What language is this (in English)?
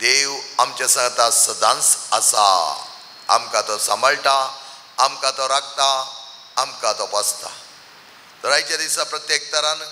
Konkani